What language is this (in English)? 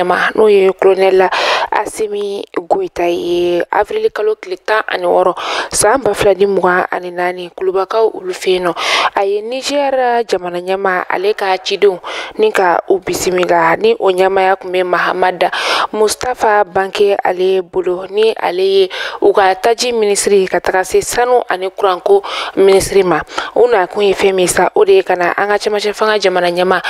Bambara